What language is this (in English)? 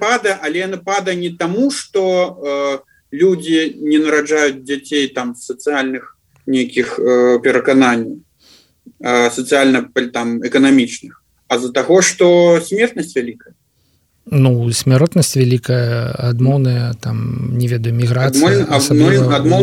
Belarusian